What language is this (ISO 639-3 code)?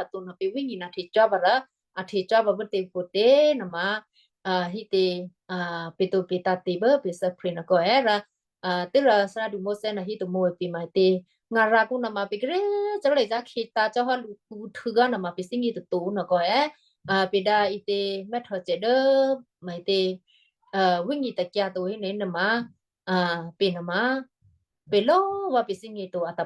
kyu